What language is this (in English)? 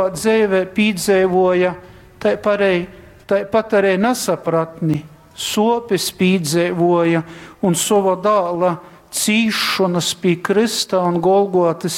Latgalian